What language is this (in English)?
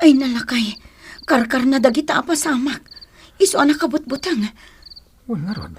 Iloko